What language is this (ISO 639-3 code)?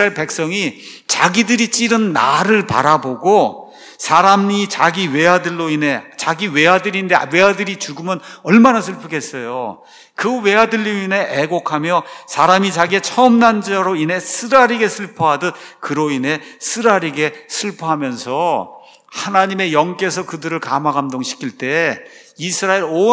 kor